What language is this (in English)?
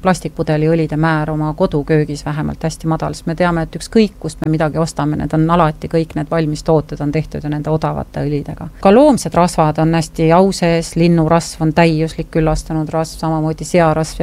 Estonian